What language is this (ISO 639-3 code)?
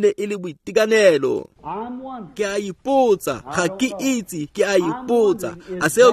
tsn